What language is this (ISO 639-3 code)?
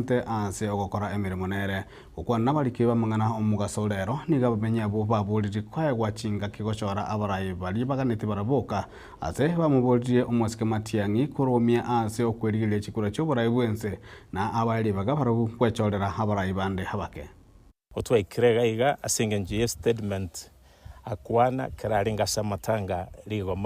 guz